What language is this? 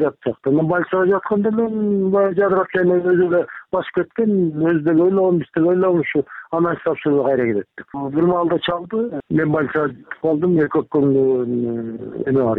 Kyrgyz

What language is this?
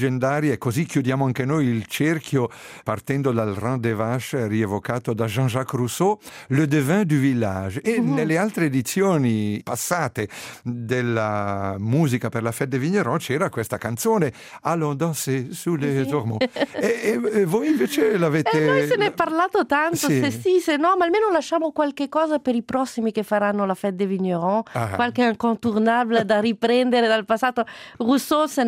Italian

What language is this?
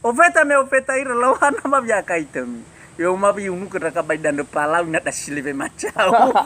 Nias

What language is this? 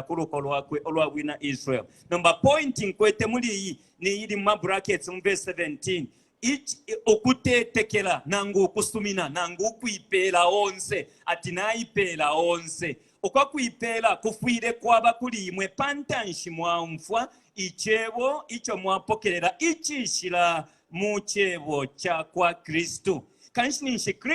Bemba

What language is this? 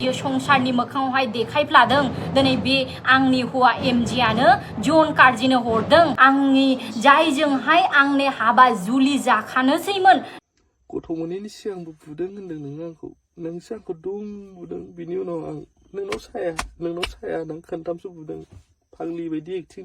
Bodo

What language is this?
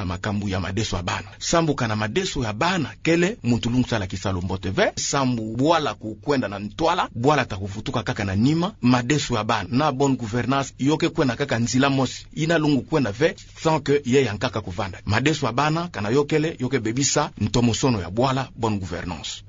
Kituba (Democratic Republic of Congo)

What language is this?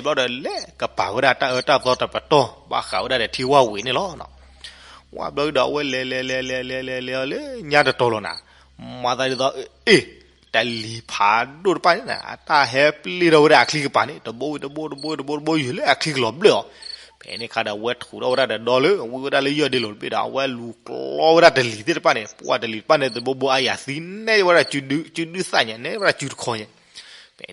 S'gaw Karen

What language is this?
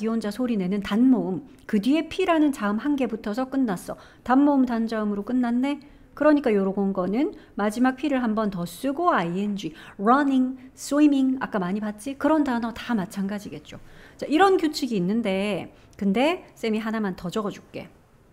Korean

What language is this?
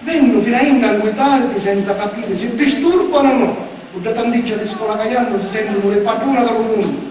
Sicilian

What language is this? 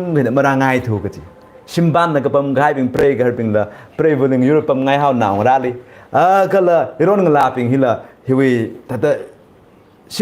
Tangkhul Naga (India)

